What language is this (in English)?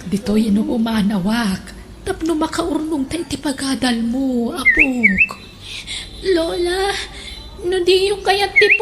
Iloko